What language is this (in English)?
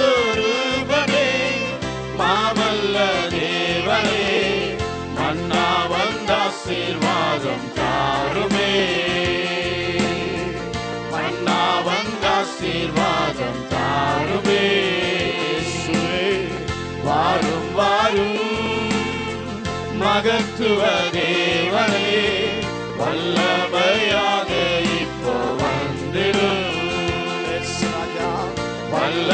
Tamil